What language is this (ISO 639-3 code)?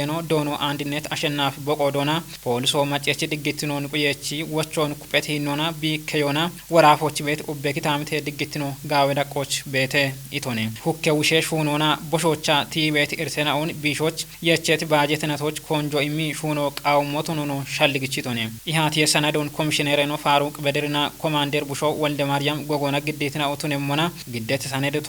kbr